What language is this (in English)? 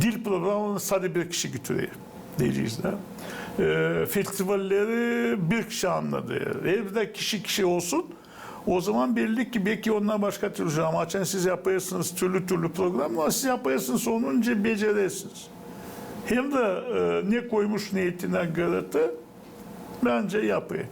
Gagauz